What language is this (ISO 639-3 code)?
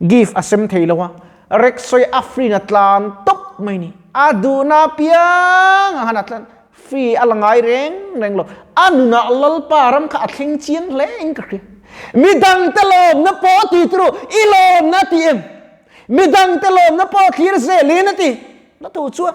lus